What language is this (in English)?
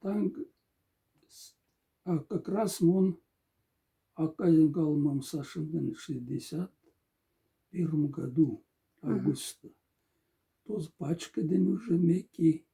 Moksha